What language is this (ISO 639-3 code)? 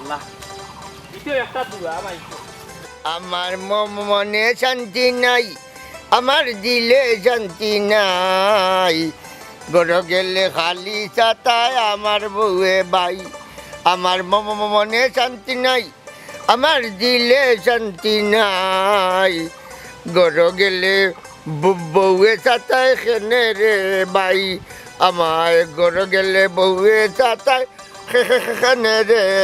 syl